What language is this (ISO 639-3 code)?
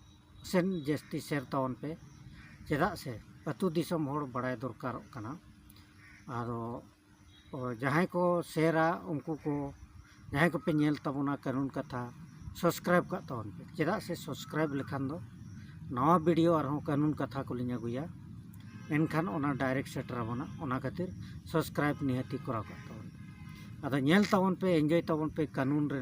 sat